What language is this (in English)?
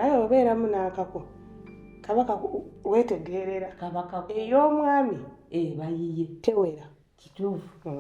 Ganda